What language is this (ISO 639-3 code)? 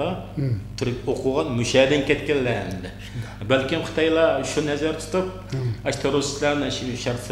uig